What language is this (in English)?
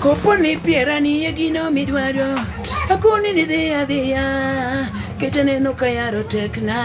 Luo (Kenya and Tanzania)